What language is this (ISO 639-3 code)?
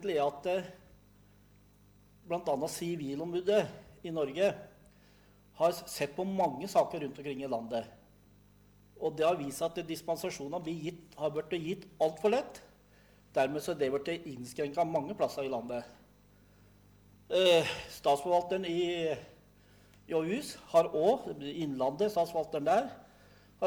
nor